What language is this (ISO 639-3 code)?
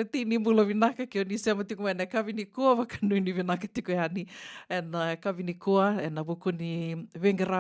fij